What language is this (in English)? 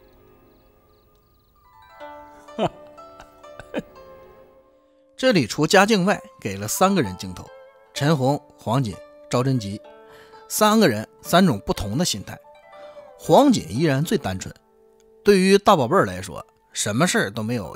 Chinese